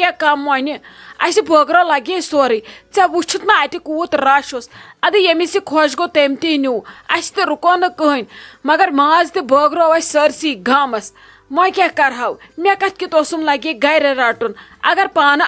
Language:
Kashmiri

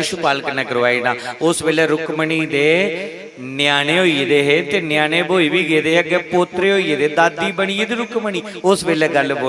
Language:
Dogri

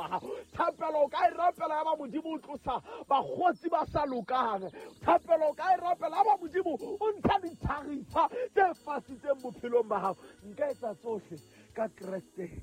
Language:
Southern Sotho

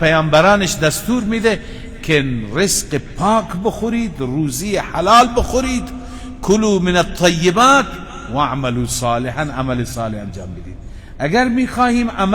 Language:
Persian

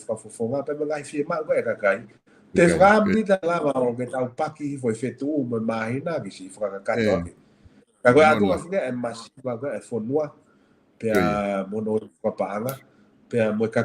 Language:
Tongan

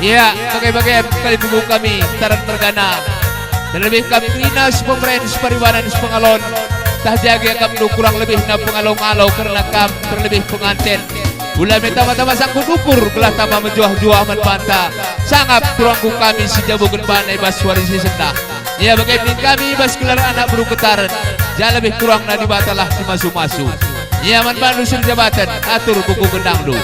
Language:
Batak Karo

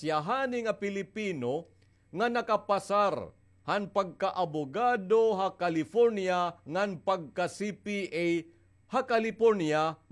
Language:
Waray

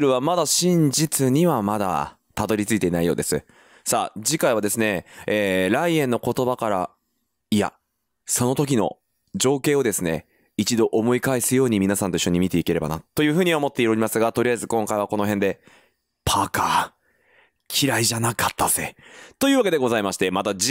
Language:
Japanese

